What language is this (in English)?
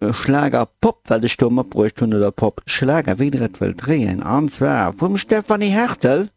Luxembourgish